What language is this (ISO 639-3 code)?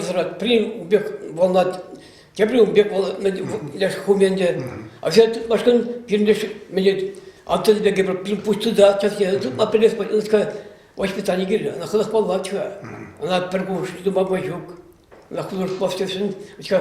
chv